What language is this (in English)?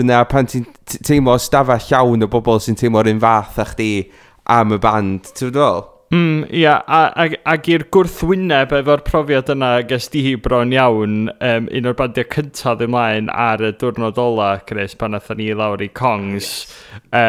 Welsh